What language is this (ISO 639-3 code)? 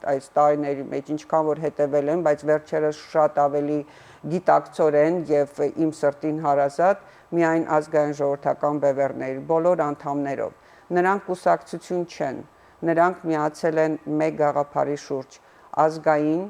hyw